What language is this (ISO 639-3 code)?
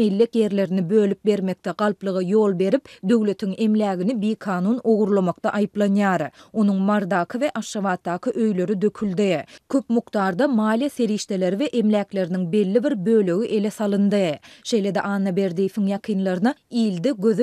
tuk